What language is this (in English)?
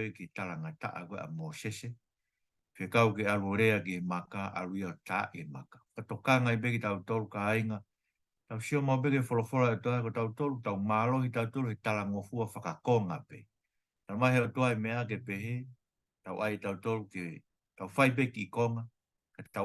Tongan